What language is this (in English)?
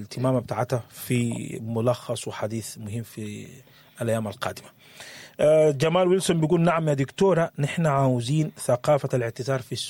Sudanese Arabic